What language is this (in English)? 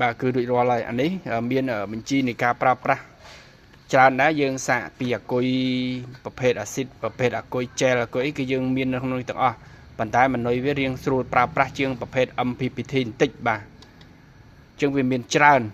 Khmer